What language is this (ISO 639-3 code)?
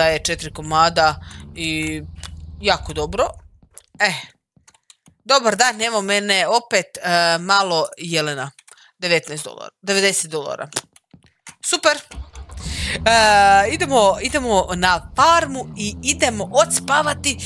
hrv